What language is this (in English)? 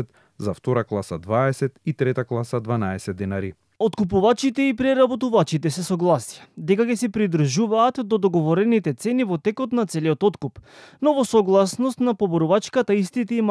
Macedonian